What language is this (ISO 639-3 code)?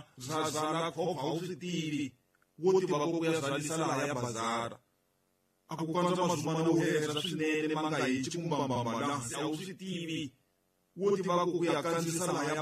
tso